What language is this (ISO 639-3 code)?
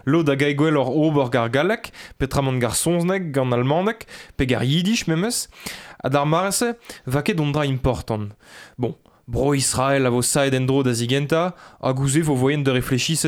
bre